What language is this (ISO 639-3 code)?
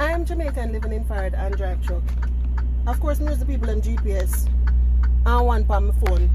jam